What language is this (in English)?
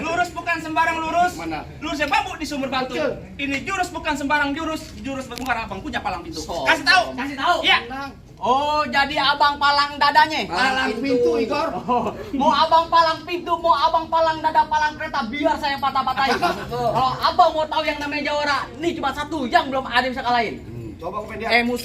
Betawi